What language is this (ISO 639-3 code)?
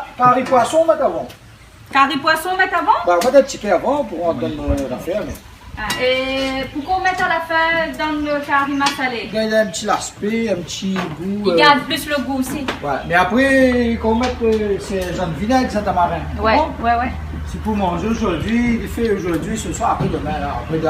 rcf